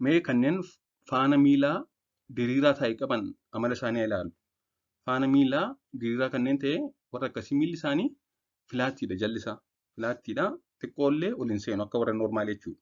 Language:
Oromo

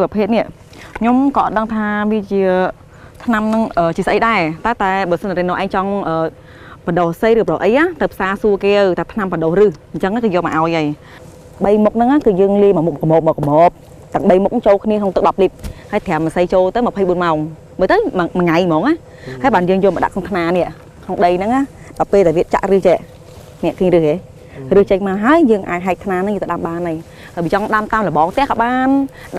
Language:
Khmer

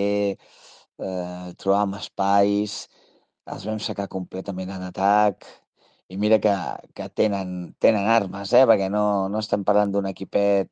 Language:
Catalan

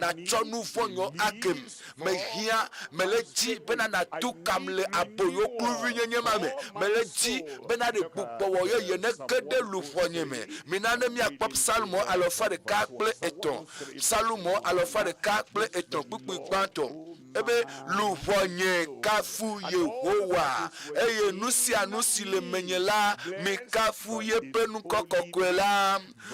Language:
Ewe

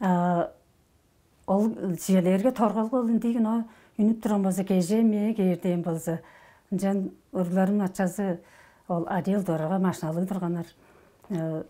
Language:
Tuvinian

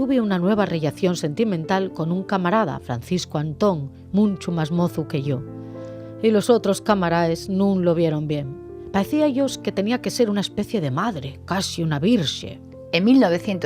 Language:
Asturian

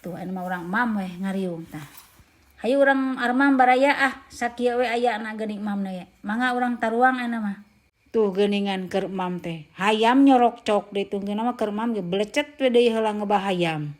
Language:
Sundanese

